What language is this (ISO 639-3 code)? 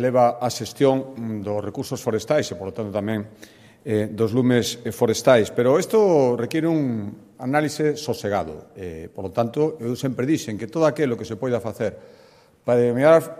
glg